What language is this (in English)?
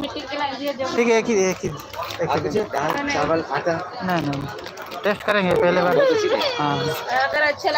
Santali